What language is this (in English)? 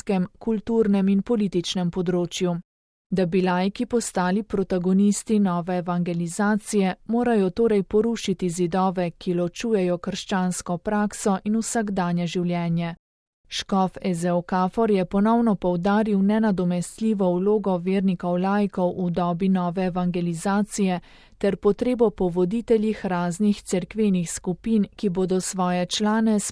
Slovenian